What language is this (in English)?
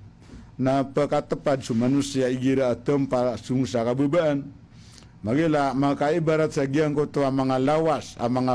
Maranao